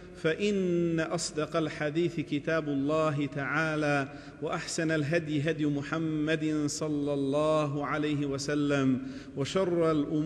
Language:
Bosnian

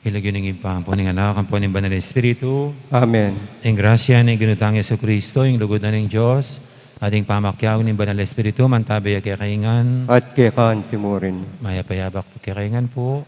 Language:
Pampanga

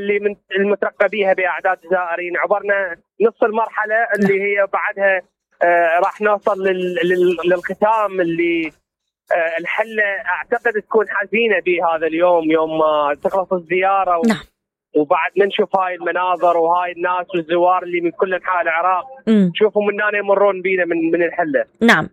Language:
Mesopotamian Arabic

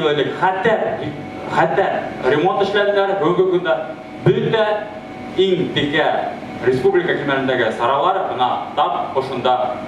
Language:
Bashkir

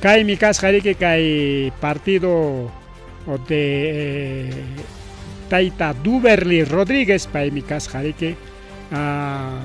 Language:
Ayacucho Quechua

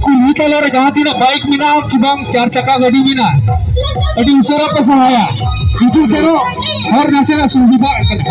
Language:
Santali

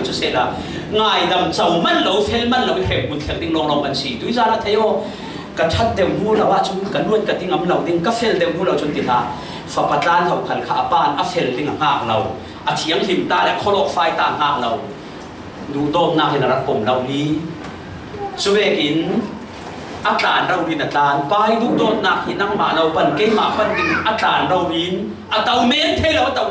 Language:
Falam Chin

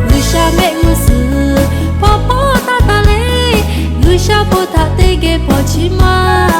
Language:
Lahu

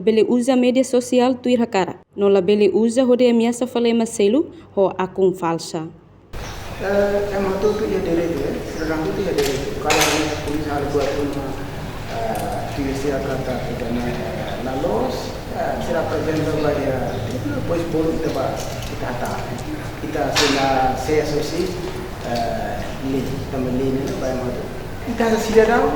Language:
Tetum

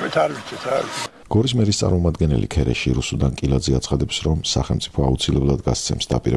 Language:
Georgian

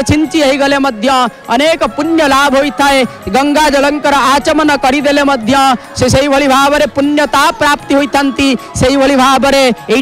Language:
Odia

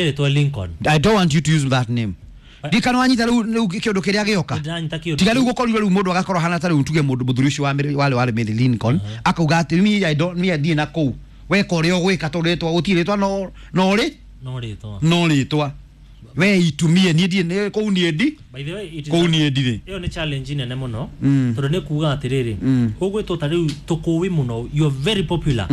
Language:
Kikuyu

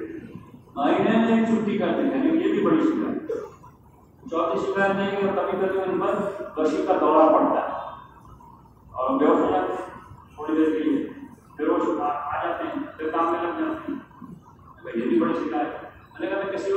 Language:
Urdu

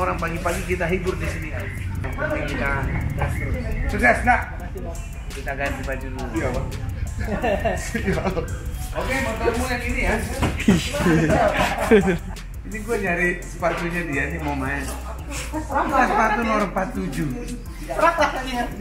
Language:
Indonesian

